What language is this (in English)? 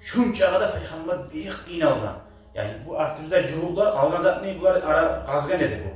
Kumyk